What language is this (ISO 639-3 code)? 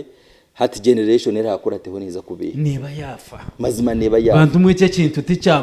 nyn